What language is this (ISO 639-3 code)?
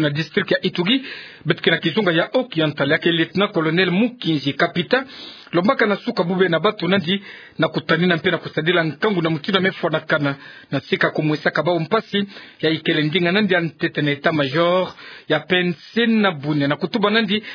ktu